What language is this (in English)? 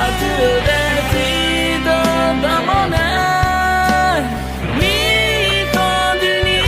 Akha